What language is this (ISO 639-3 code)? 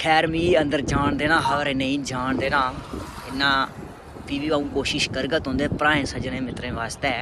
doi